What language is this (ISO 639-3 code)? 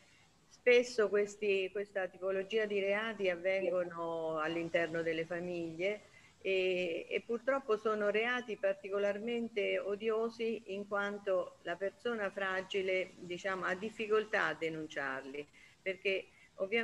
ita